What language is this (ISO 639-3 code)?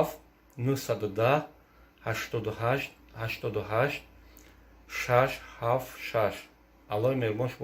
tgk